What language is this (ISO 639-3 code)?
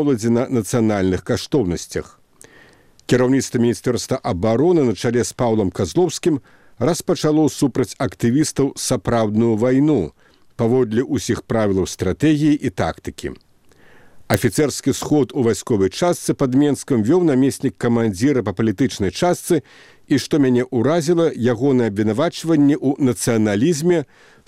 bel